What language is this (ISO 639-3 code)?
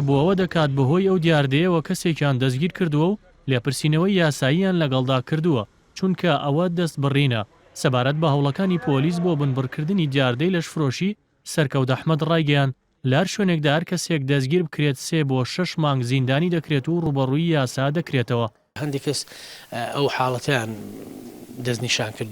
ckb